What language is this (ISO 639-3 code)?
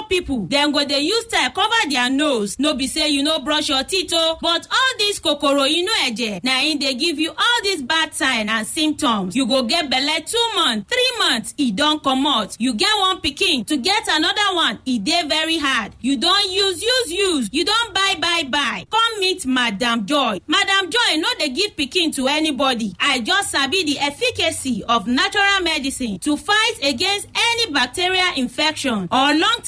pcm